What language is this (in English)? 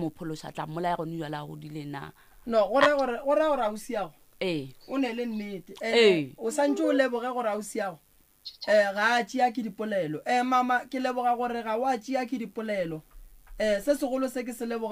Northern Sotho